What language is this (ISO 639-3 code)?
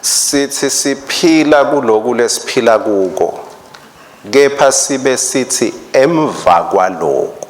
ssw